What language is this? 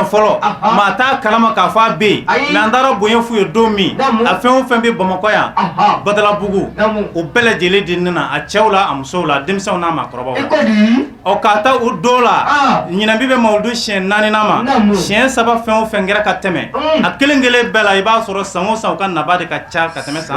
Bambara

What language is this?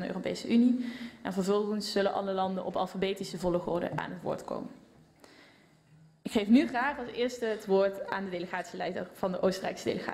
Dutch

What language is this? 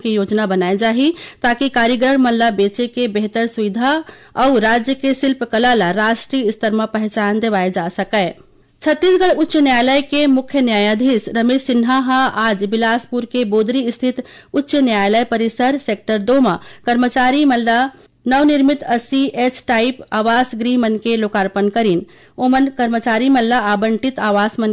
Chhattisgarhi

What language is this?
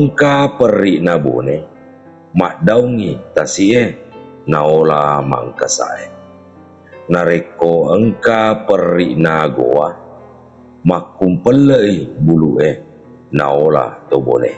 Buginese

